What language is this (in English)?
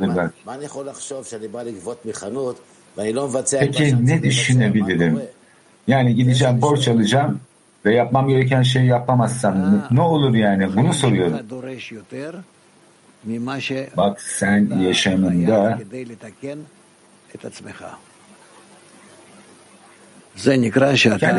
Turkish